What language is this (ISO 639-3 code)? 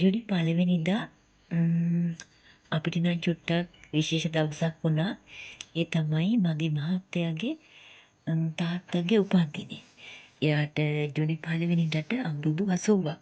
sin